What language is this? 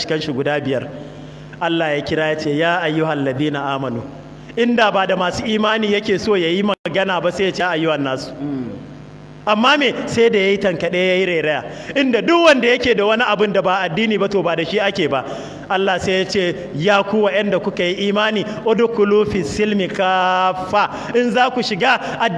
Hausa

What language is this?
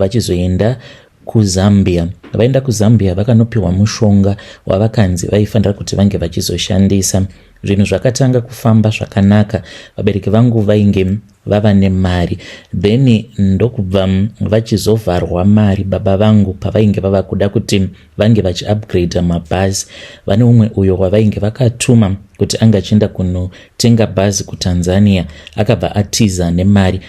Shona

